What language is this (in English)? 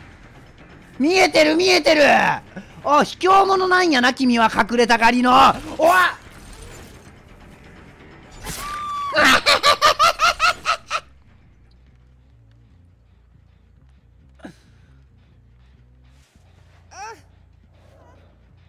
Japanese